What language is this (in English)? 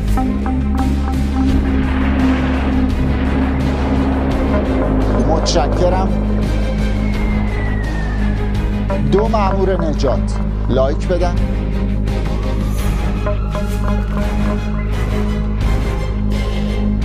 Persian